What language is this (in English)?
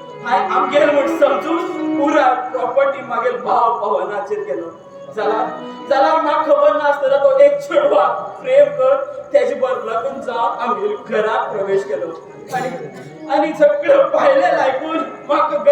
Konkani